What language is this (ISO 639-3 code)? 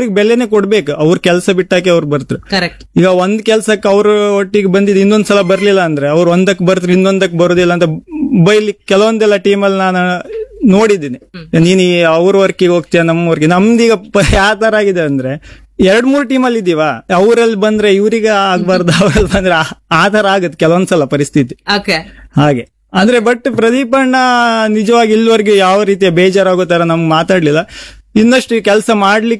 kan